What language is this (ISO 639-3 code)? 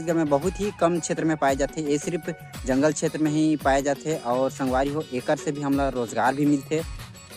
hne